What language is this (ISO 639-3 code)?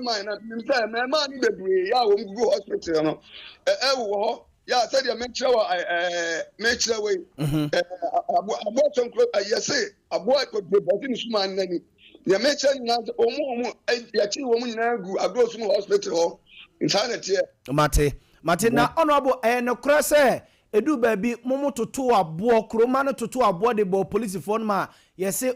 aka